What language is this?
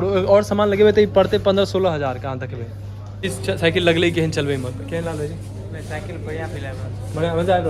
Maithili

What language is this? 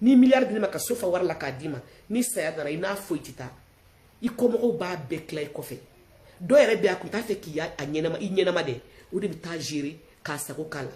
Bambara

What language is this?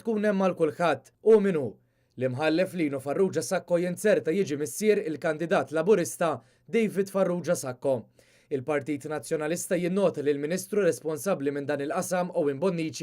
Maltese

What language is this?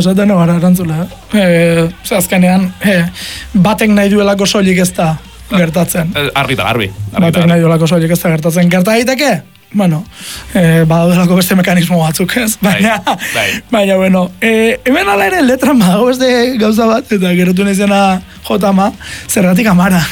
Basque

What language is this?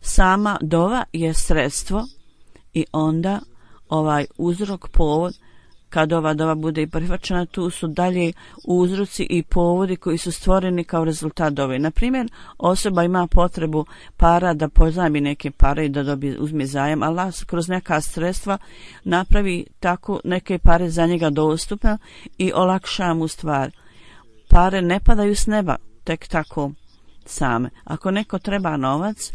Bosnian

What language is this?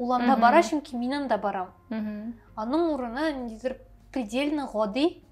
Tatar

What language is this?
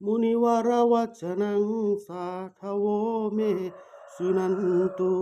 Pali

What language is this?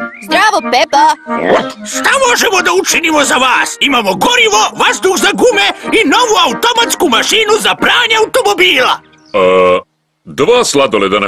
Serbian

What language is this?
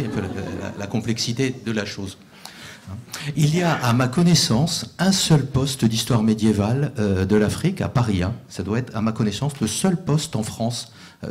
French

